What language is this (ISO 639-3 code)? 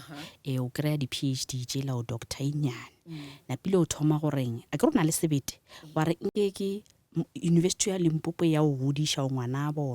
nso